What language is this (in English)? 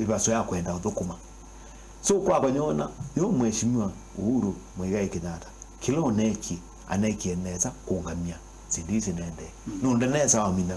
Kamba